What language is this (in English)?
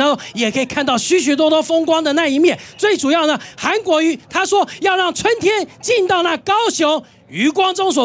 Chinese